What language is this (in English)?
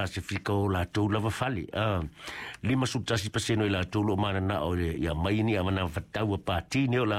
Samoan